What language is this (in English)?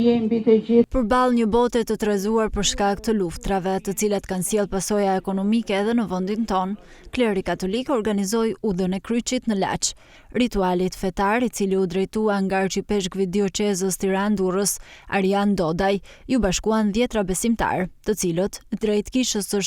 Albanian